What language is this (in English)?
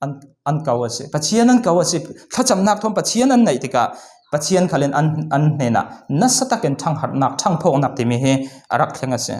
Falam Chin